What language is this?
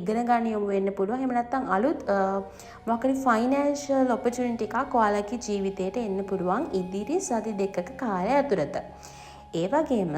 Sinhala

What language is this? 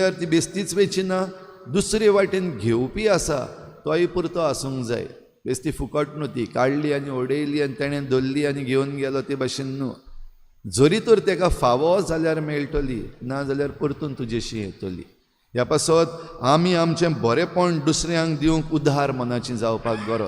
Konkani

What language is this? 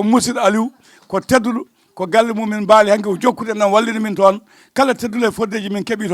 Fula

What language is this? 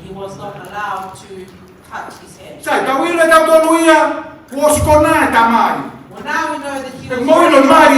Tongan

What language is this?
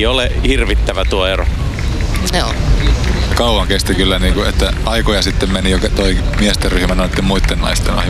Finnish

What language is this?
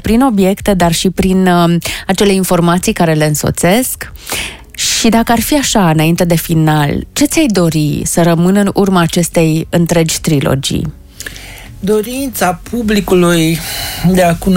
Romanian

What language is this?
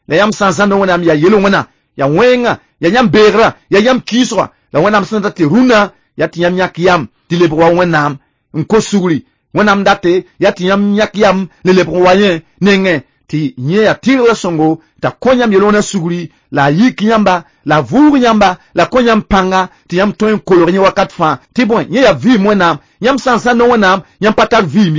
Mossi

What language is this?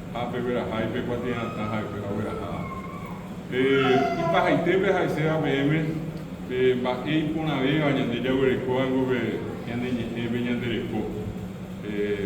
Guarani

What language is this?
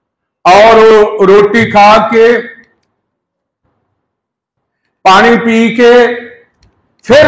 Punjabi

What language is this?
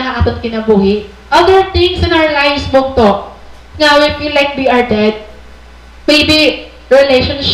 Waray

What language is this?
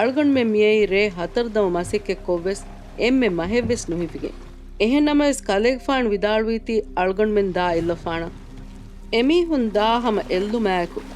Divehi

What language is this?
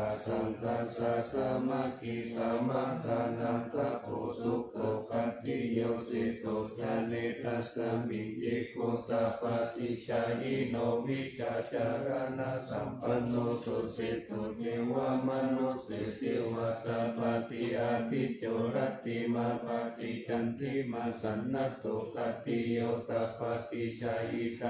Pali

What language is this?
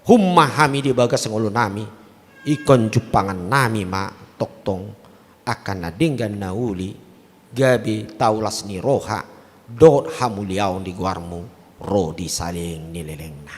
Batak Toba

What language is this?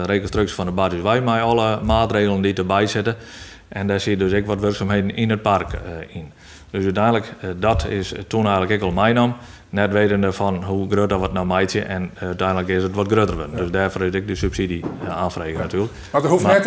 Western Frisian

